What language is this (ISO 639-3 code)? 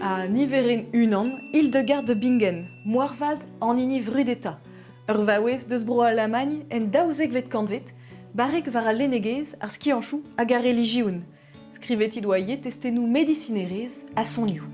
bre